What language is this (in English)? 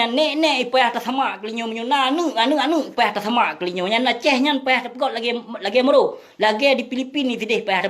Achinese